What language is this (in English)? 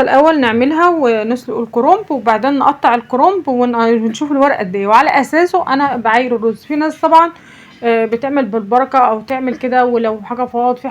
Egyptian Arabic